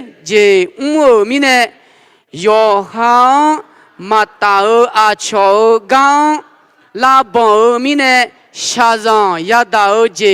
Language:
Akha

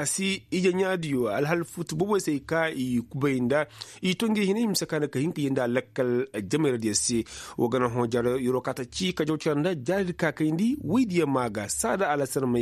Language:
Koyraboro Senni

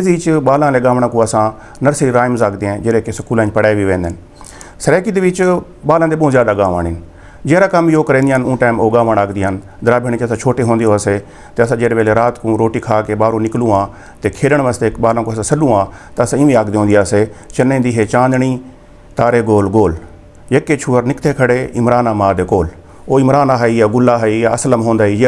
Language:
Saraiki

